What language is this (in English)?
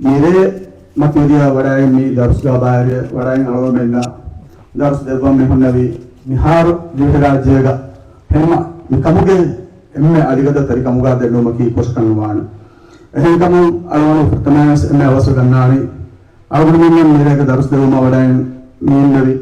Divehi